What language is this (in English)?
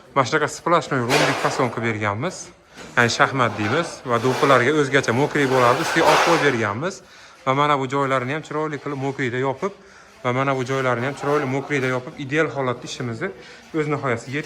Uzbek